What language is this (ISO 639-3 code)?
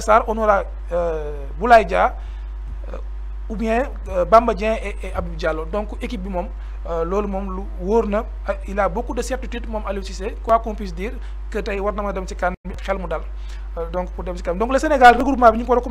wol